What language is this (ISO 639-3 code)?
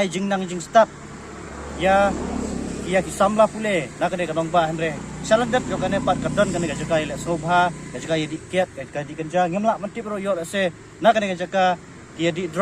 kha